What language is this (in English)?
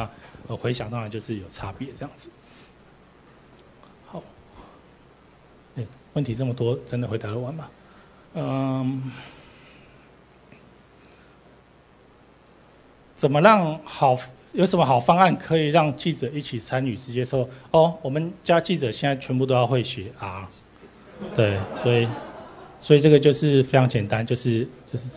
Chinese